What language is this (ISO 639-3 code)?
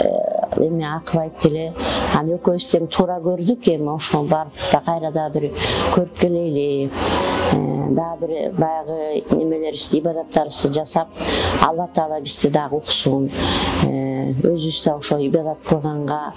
kir